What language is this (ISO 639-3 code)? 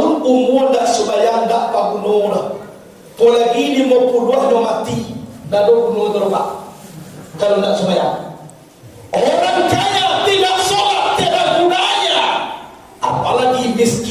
min